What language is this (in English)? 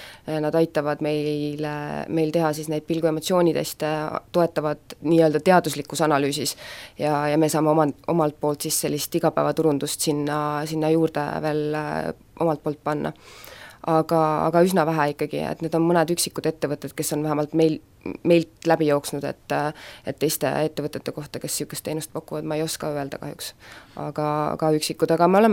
Estonian